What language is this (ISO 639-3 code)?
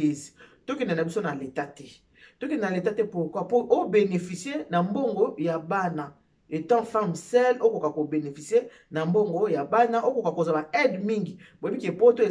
lin